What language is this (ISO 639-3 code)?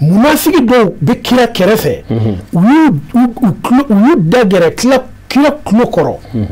bam